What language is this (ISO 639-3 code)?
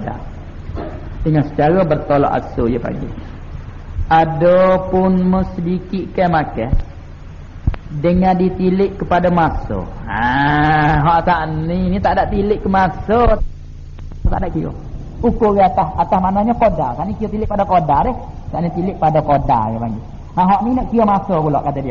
msa